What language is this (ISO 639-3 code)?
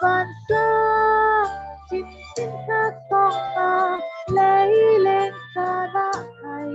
cfm